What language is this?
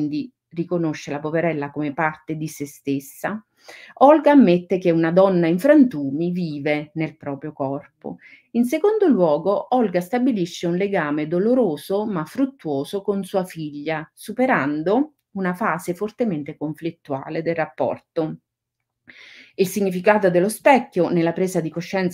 Italian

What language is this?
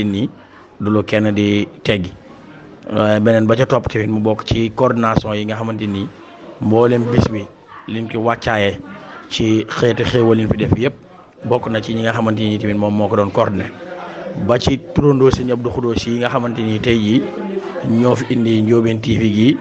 Wolof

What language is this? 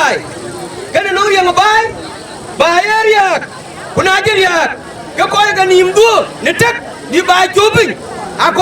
Dinka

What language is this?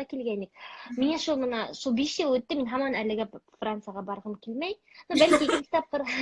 Bashkir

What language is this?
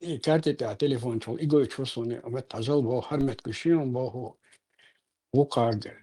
Chechen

